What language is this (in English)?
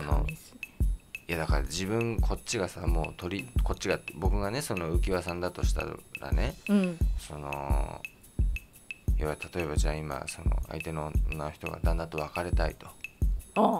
Japanese